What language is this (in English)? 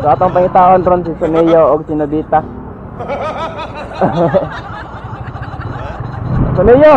Cebuano